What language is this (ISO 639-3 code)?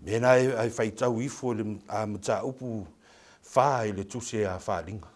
smo